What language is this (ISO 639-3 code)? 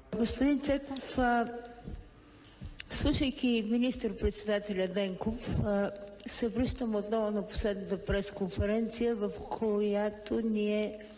bul